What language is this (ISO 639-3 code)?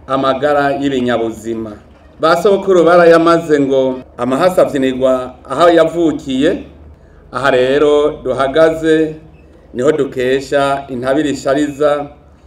run